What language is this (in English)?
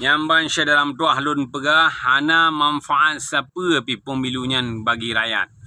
Achinese